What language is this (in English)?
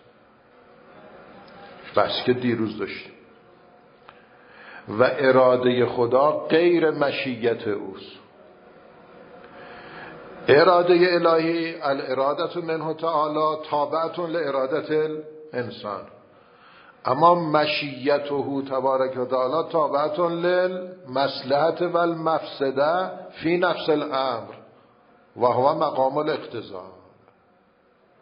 Persian